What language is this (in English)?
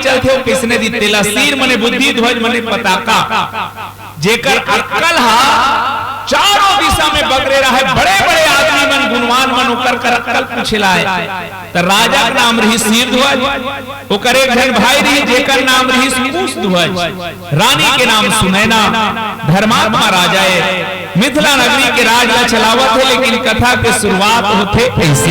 Chhattisgarhi